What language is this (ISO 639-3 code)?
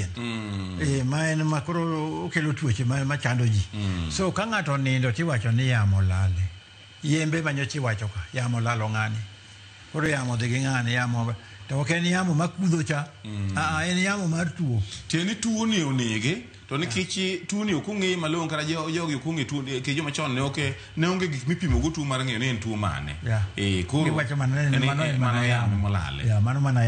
luo